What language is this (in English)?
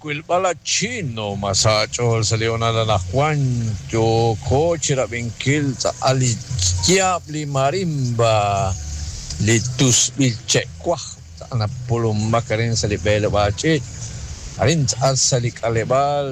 Kekchí